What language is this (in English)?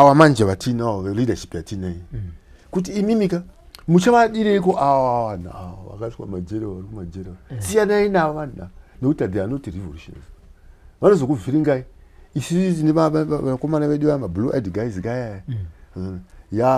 Shona